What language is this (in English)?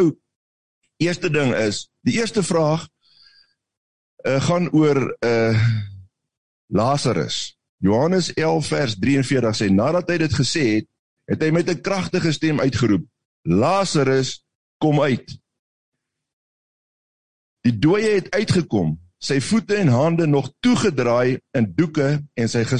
Afrikaans